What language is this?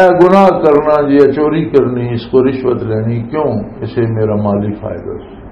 Western Panjabi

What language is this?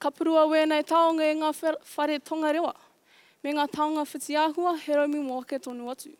Māori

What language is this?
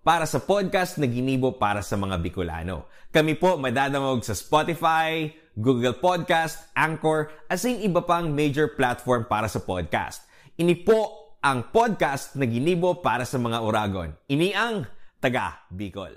Bikol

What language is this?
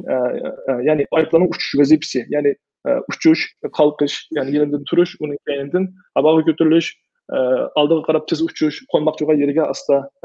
Uyghur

